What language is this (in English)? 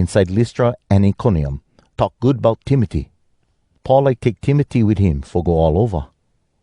Hawai'i Creole English